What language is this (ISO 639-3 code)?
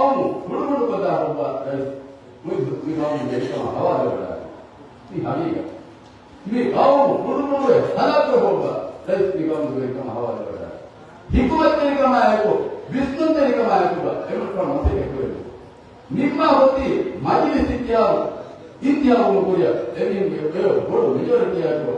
div